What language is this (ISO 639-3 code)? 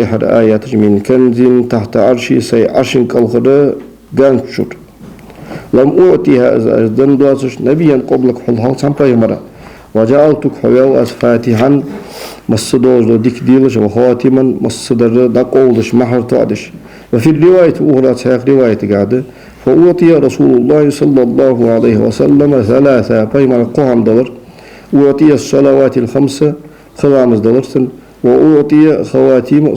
inh